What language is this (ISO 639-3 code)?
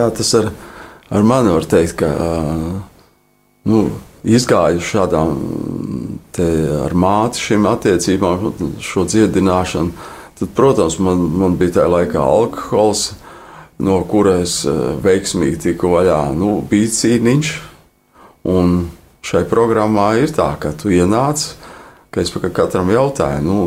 lav